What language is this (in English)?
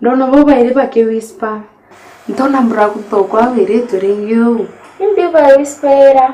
Meru